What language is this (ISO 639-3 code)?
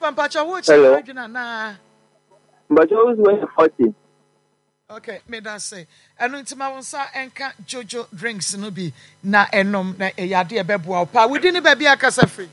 aka